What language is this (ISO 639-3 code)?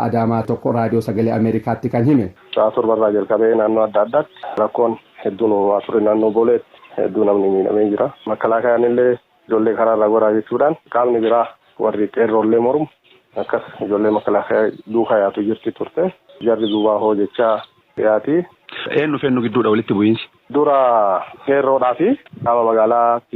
orm